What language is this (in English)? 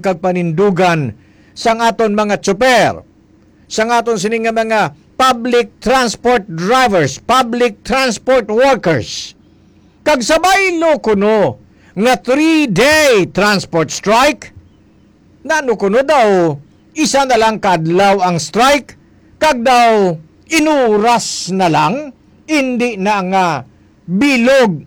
Hiligaynon